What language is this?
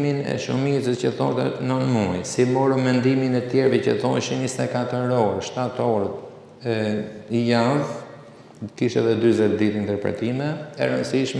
Albanian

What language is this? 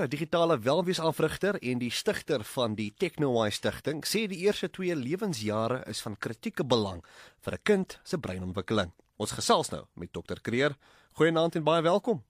Afrikaans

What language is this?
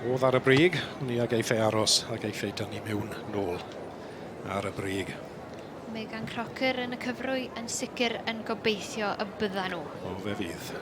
Welsh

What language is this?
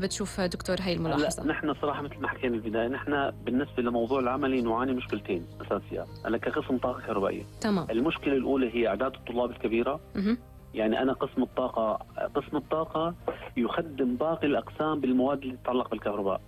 North Levantine Arabic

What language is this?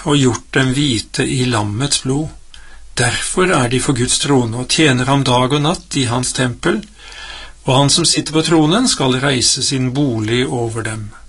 Norwegian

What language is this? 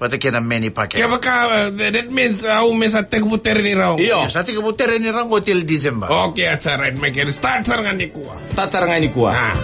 Fijian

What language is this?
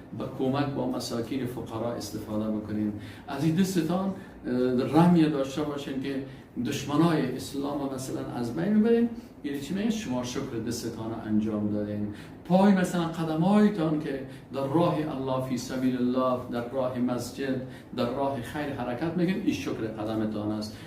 Persian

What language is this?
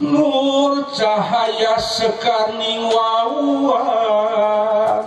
Sundanese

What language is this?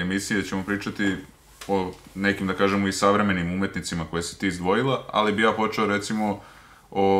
Serbian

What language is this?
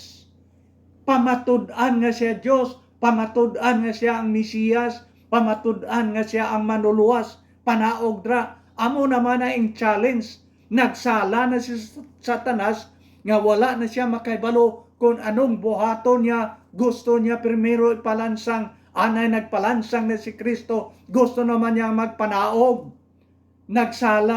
Hiligaynon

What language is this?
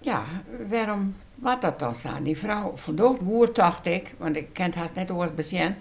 Western Frisian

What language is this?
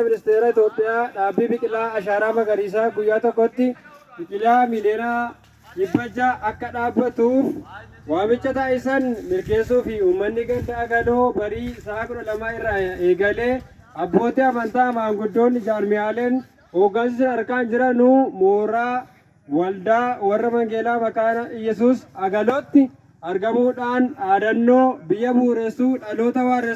Oromo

